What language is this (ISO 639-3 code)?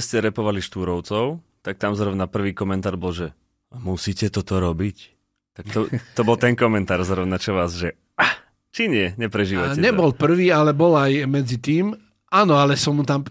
slk